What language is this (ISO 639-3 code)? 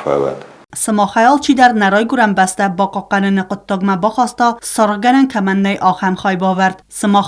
oss